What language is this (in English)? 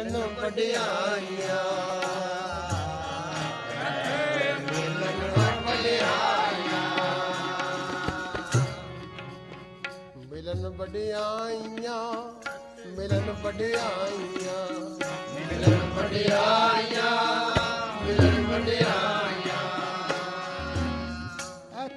Punjabi